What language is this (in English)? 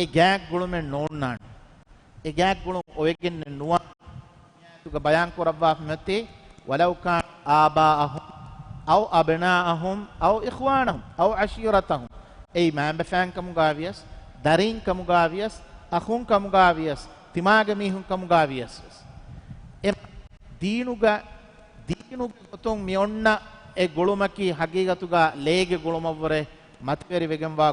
Divehi